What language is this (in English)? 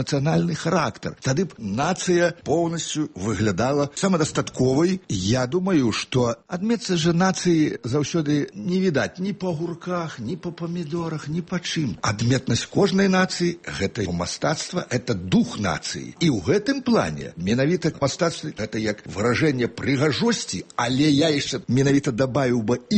Belarusian